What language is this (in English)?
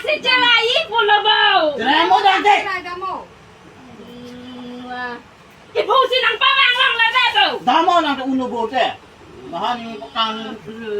Karbi